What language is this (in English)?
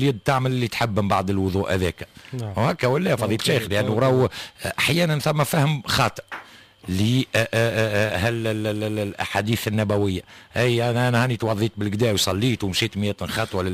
Tunisian Arabic